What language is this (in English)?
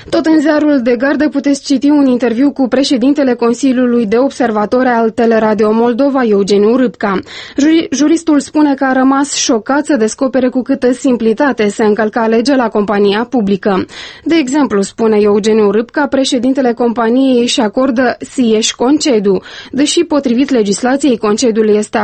Romanian